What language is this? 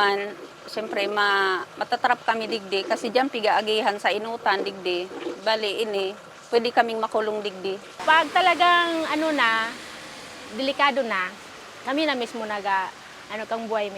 Bikol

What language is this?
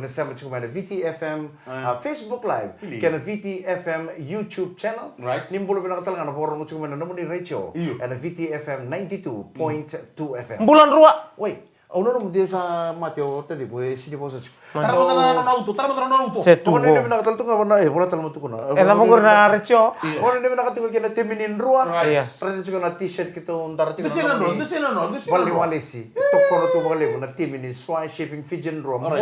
Fijian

